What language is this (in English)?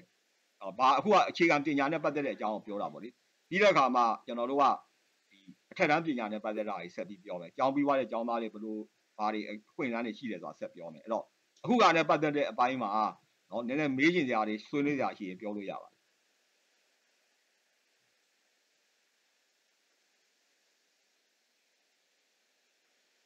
Burmese